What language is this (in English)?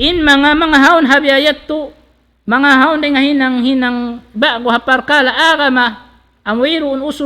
Tausug